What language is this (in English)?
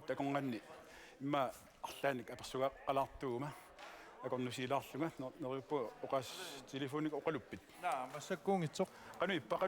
Kalaallisut